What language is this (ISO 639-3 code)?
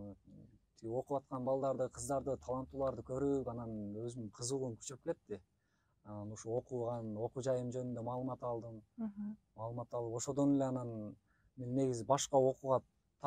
kir